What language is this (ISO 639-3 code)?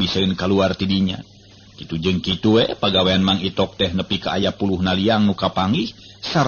sun